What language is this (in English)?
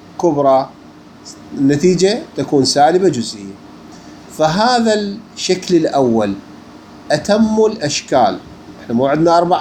Mesopotamian Arabic